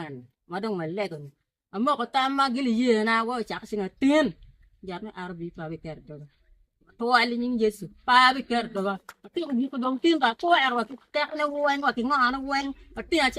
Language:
Acoli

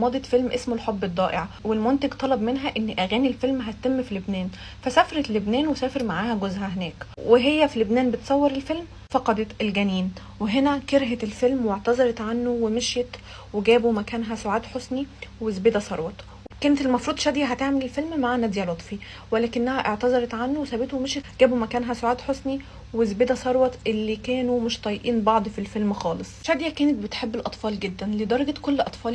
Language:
Egyptian Arabic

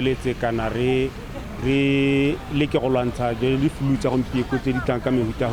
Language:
Tswana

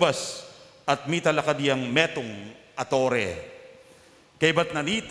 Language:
Pampanga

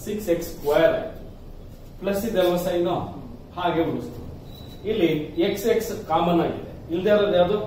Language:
Kannada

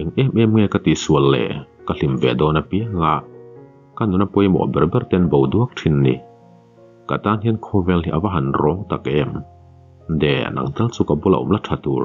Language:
Mizo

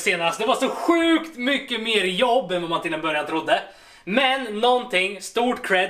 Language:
Swedish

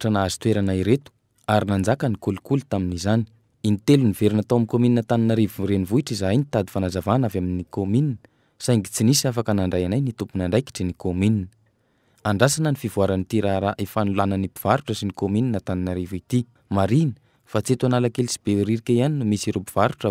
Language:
Malagasy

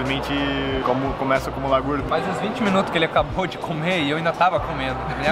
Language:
Portuguese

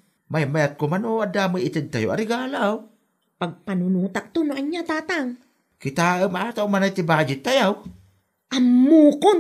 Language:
Iloko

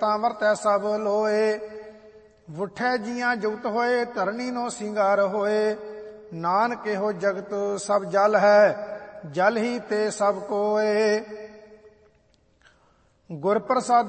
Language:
Punjabi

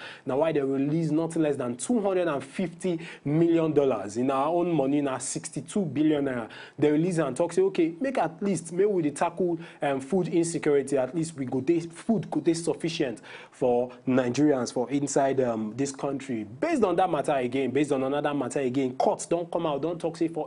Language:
Nigerian Pidgin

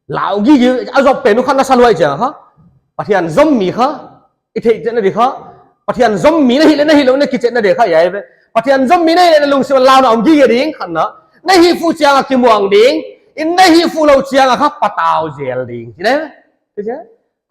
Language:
Paite Chin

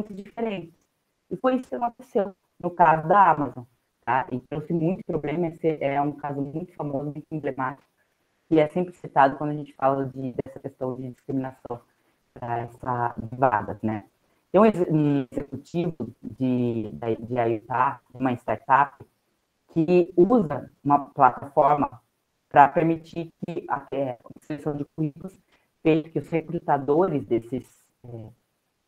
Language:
Portuguese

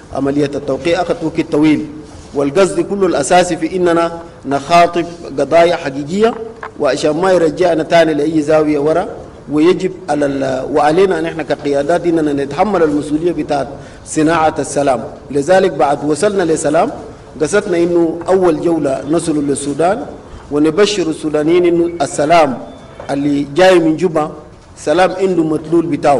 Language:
Sudanese Arabic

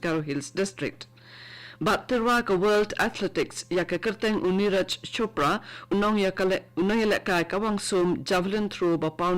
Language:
Khasi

